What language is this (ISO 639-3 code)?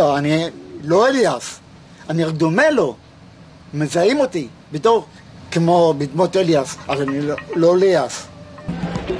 heb